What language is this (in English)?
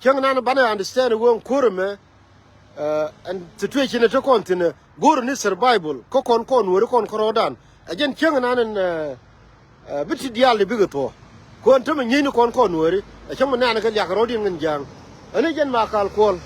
Nuer